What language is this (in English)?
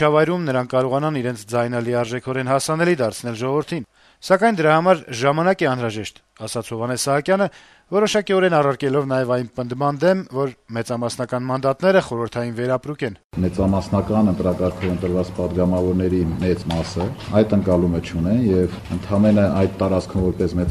Armenian